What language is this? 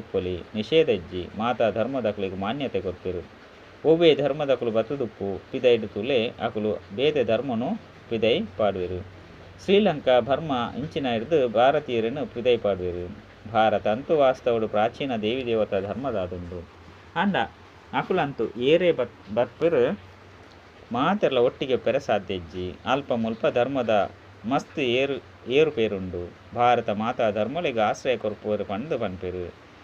Tulu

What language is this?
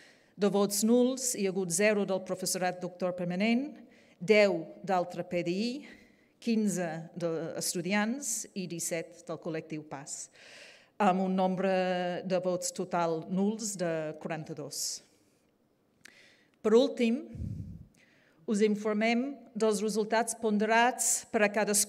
Catalan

